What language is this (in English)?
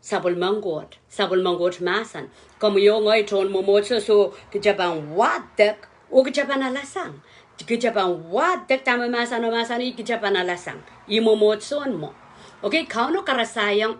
Pohnpeian